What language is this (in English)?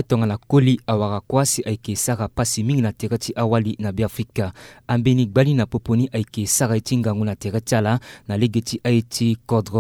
Sango